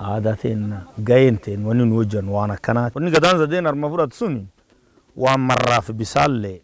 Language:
Oromo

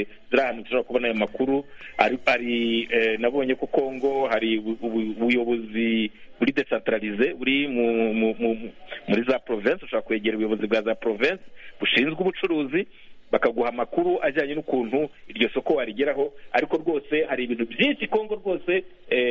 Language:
Kinyarwanda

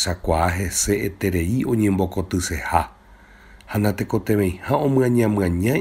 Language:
Guarani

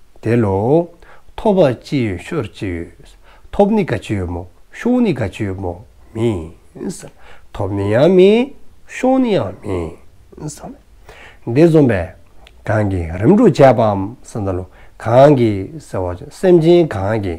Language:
Dzongkha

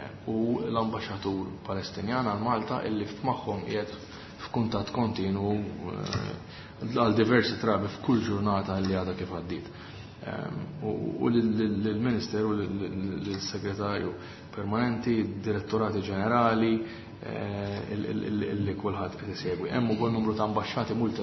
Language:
Maltese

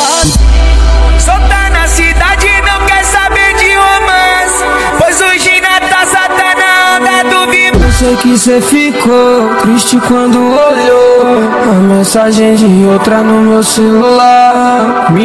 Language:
Portuguese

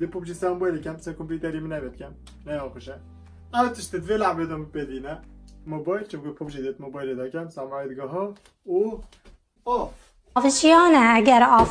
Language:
Kurdish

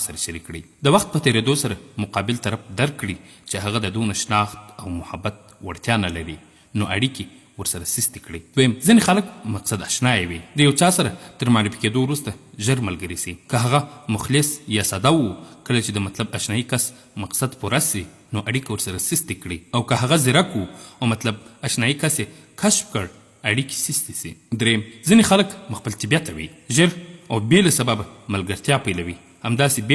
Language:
Pashto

